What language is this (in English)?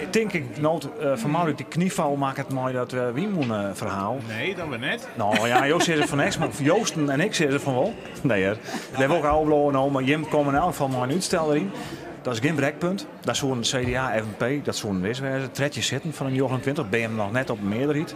Western Frisian